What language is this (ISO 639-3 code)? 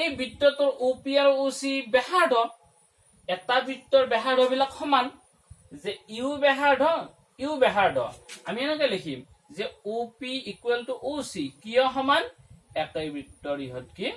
asm